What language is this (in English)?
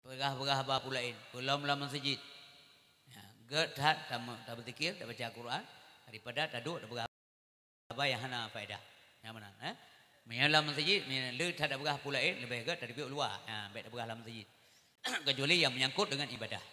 Achinese